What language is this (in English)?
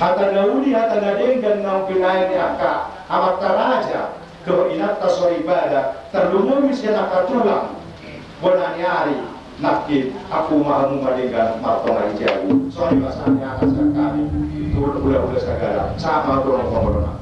Batak Toba